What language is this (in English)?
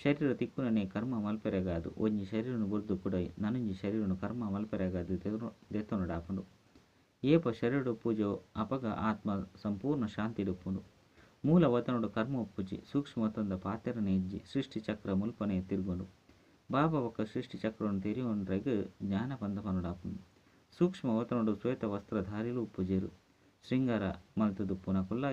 Tulu